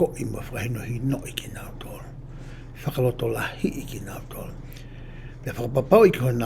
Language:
Tongan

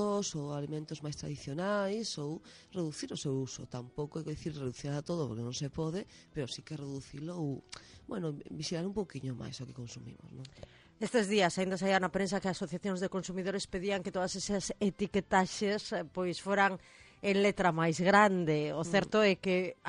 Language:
Galician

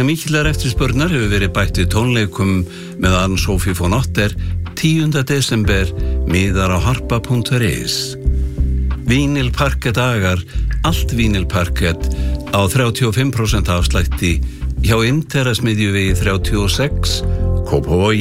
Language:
Icelandic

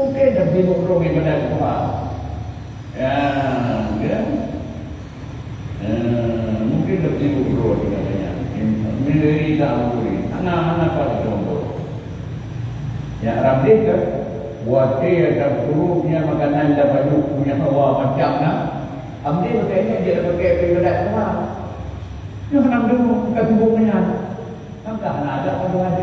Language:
Malay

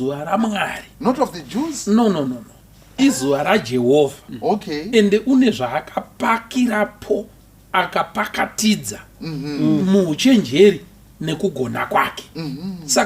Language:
Shona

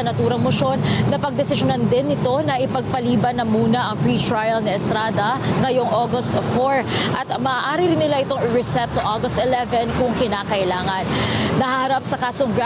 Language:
Filipino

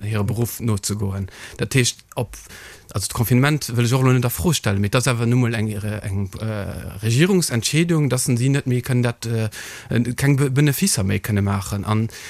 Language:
Luxembourgish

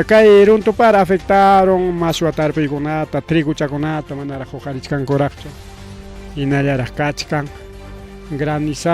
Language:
Ayacucho Quechua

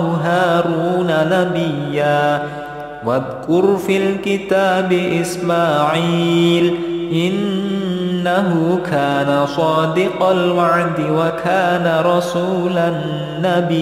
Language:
Arabic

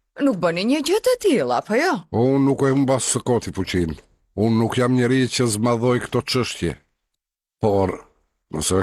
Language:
Albanian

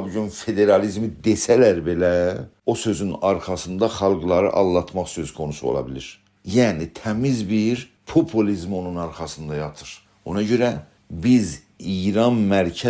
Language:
South Azerbaijani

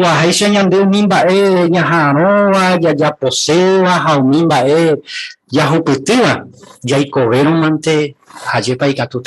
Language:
Guarani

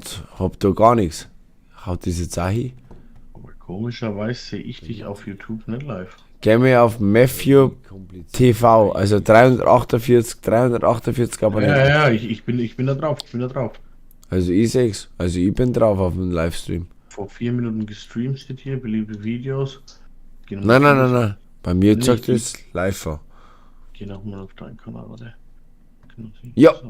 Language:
Bavarian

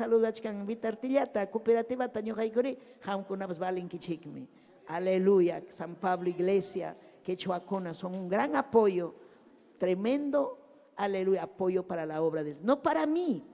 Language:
Ayacucho Quechua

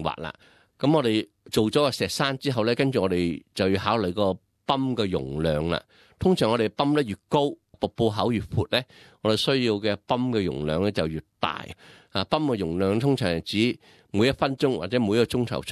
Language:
Cantonese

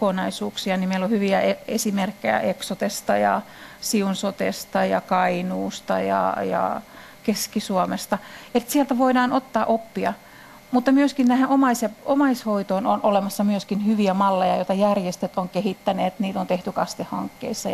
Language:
Finnish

